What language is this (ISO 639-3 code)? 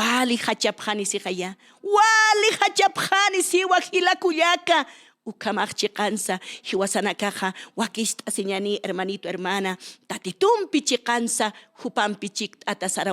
aym